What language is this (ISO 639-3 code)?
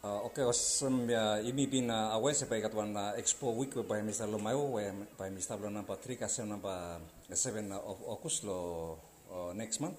bis